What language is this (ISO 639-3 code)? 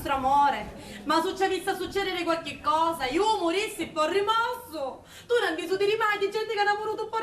scn